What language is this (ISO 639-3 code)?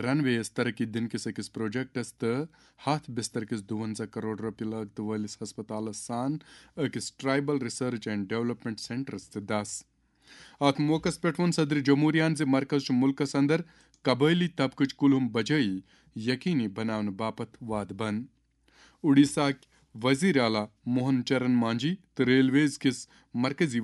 kas